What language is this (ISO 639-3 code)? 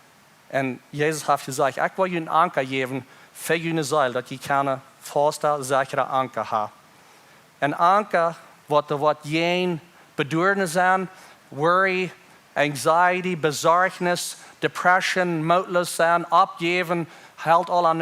pdt